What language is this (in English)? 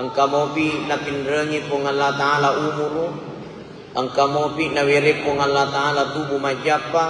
Buginese